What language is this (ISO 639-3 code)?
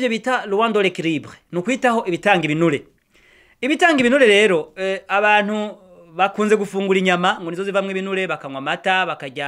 run